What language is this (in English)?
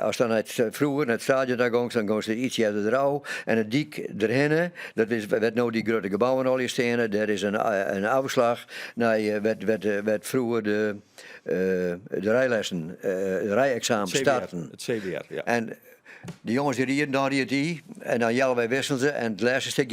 Western Frisian